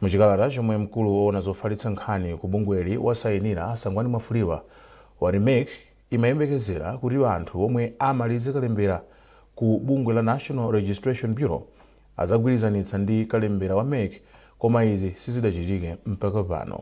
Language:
Nyanja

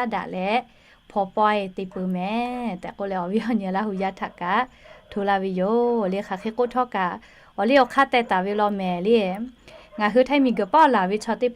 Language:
Lahu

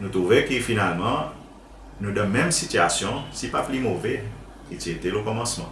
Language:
Seselwa Creole French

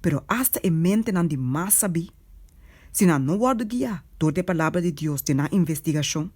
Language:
Papiamento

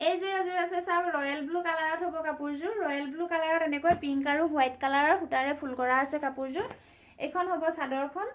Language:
Assamese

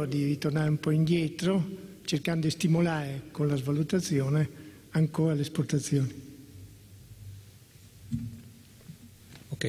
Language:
Italian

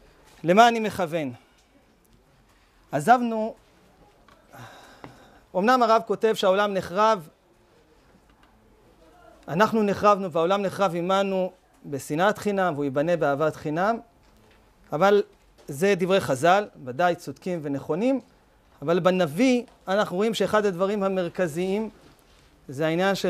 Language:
Hebrew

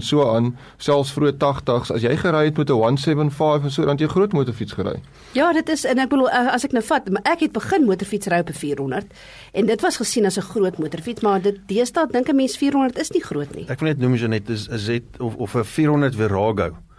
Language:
Afrikaans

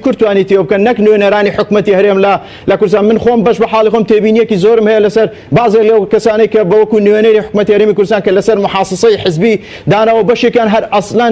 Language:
Central Kurdish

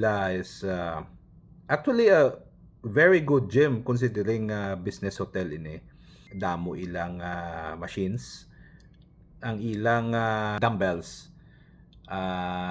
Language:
Hiligaynon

